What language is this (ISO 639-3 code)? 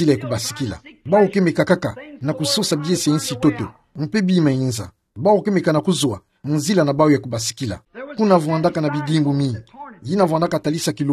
ktu